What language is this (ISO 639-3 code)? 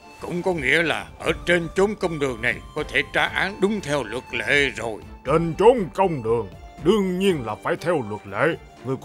vie